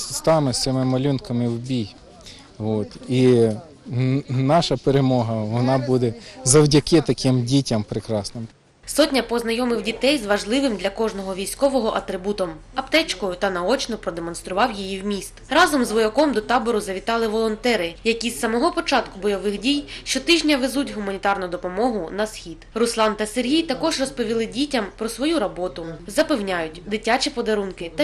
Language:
Ukrainian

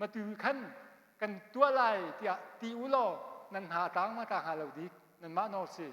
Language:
Hakha Chin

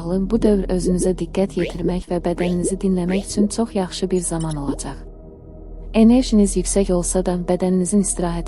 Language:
Azerbaijani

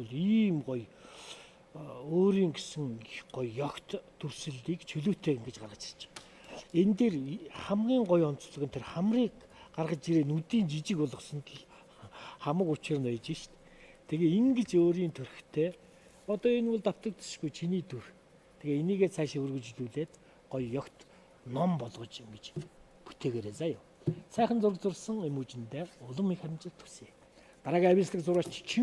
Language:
Mongolian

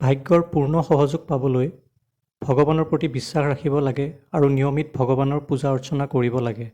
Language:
Assamese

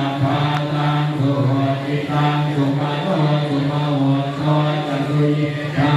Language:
Pali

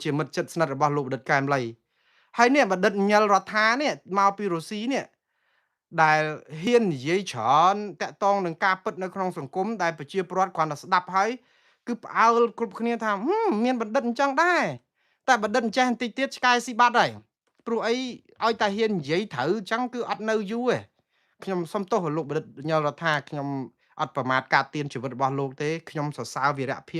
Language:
Khmer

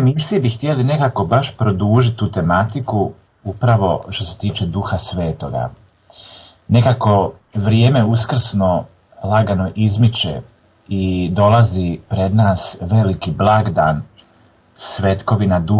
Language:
Croatian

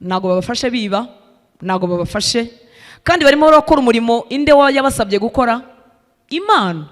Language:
Kinyarwanda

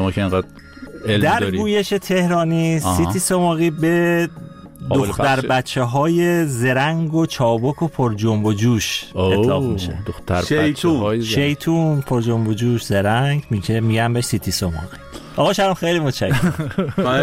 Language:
Persian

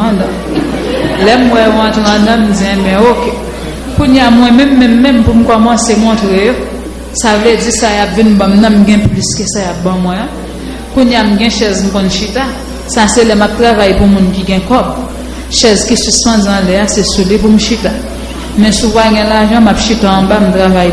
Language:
Haitian Creole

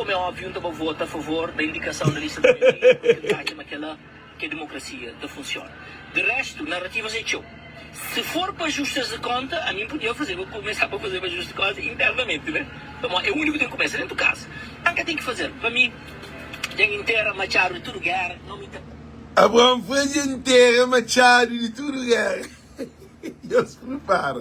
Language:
Kabuverdianu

